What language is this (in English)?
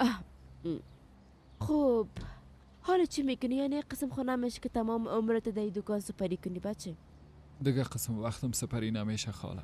Persian